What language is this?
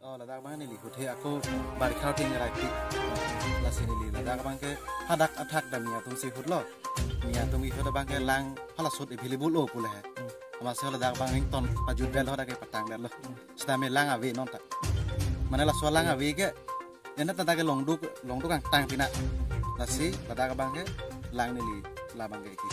Karbi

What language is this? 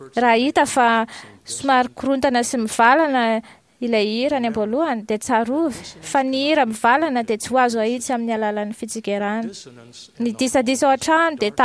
Malagasy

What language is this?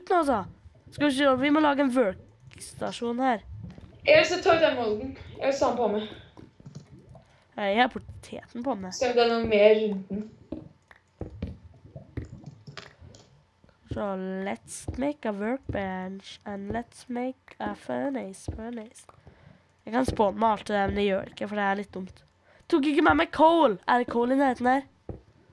Norwegian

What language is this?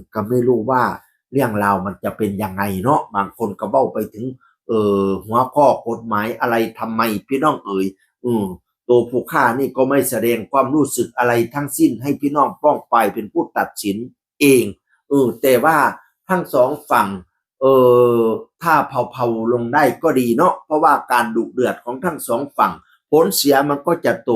Northeastern Thai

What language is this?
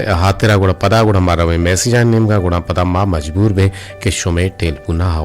Eastern Balochi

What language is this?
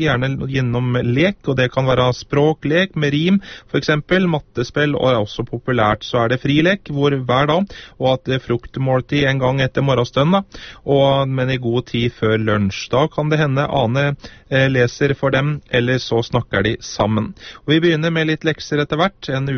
Norwegian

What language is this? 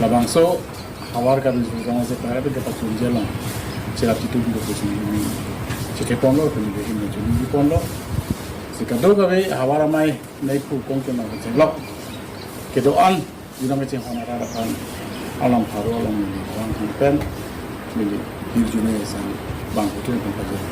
Karbi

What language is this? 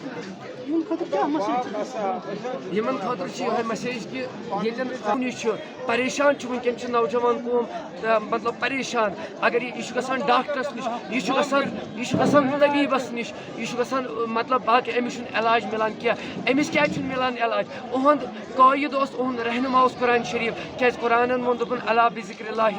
Kashmiri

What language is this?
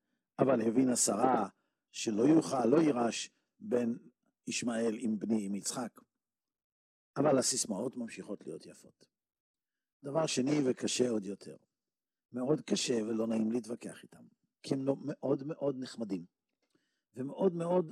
Hebrew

